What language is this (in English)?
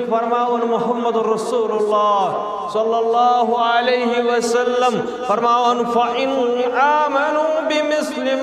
Kashmiri